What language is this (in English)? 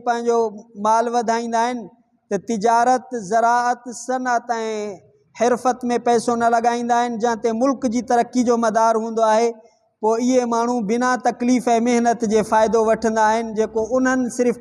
Sindhi